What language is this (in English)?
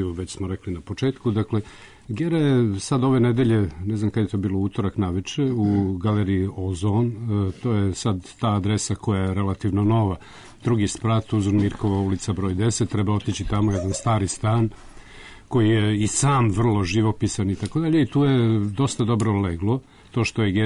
Serbian